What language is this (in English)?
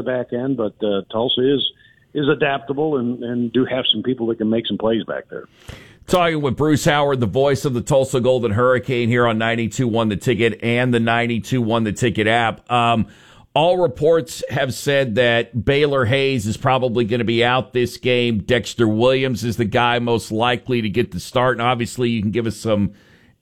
English